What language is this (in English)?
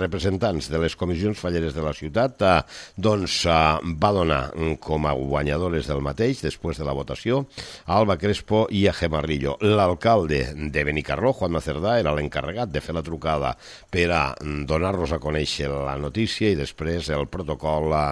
Catalan